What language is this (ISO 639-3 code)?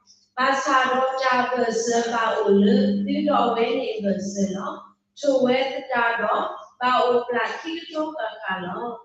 ksw